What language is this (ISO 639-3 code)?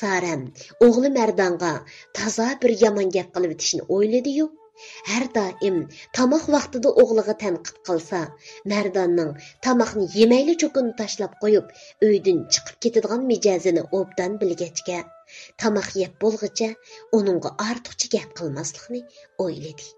uig